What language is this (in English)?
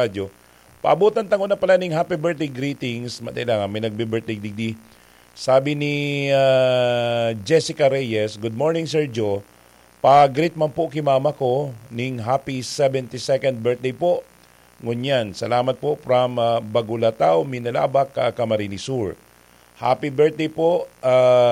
Bikol